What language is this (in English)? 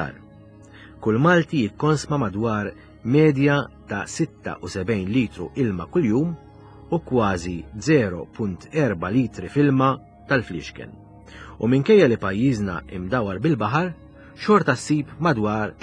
Maltese